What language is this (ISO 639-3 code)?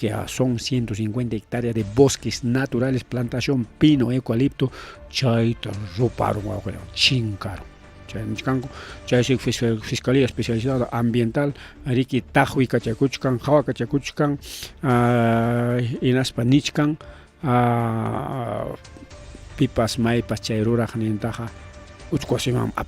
quy